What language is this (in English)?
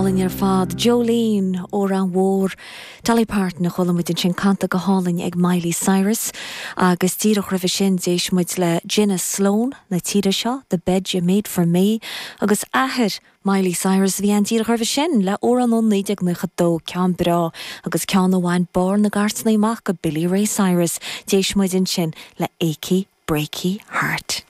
Irish